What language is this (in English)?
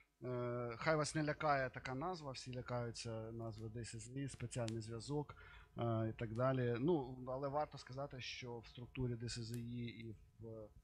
Ukrainian